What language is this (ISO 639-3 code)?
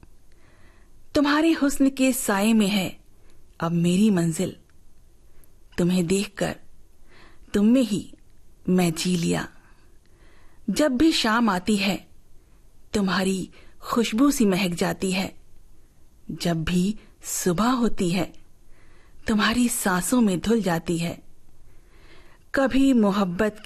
hin